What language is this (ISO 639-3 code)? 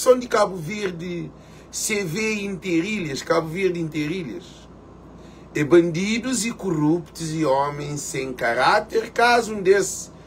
kea